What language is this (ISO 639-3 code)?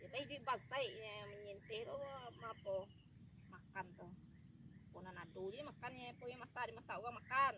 min